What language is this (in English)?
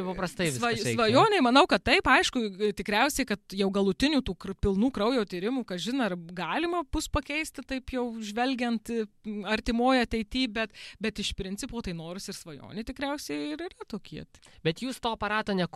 Lithuanian